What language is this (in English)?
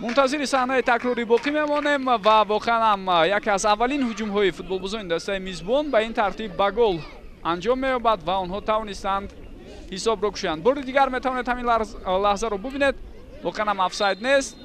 Tajik